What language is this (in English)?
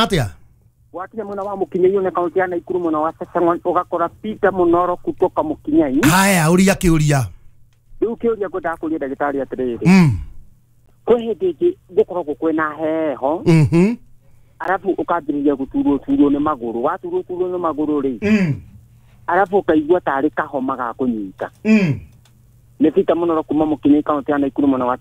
Kikuyu